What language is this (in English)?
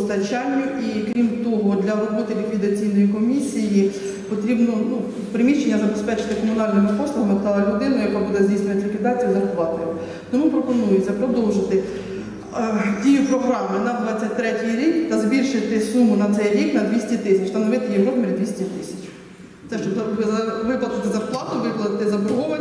Ukrainian